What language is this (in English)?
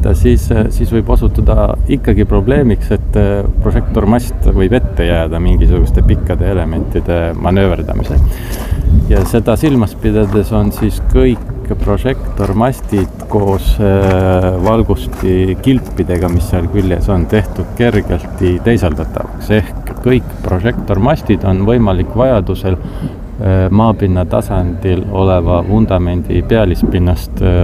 Estonian